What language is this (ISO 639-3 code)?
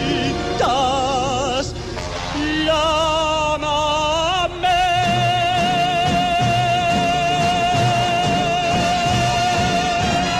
cat